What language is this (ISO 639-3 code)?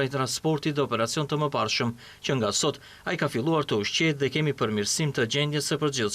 sqi